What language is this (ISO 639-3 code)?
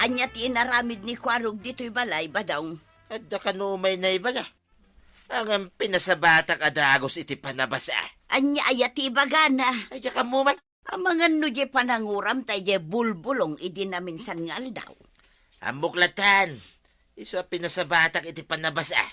ilo